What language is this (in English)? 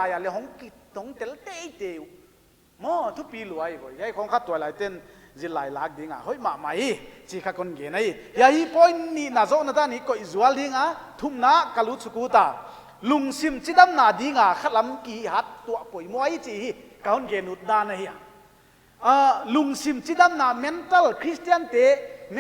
Paite Chin